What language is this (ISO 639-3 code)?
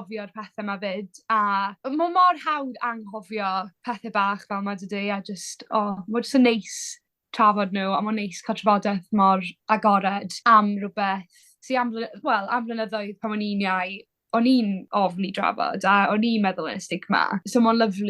cym